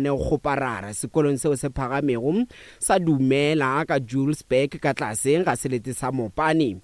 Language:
Northern Sotho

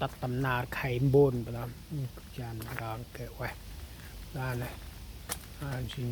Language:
Central Mnong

